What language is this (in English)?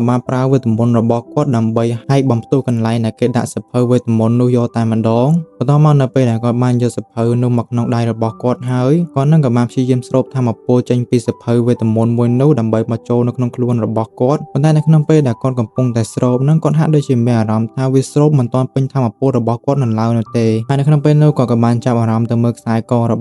Khmer